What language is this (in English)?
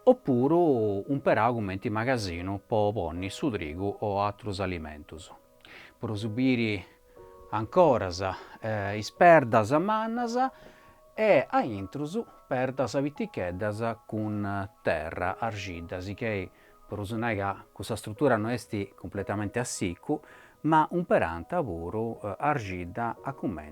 Sardinian